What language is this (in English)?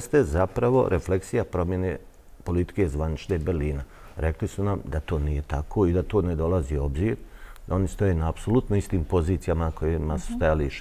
Bosnian